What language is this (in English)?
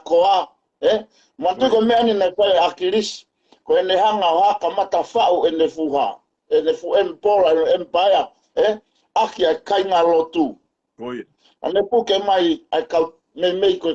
Tongan